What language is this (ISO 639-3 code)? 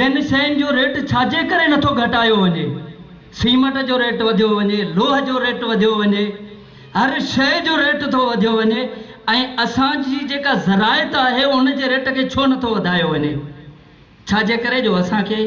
snd